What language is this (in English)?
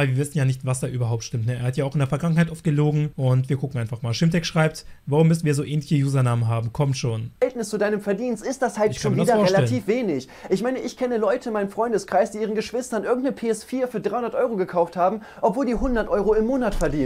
German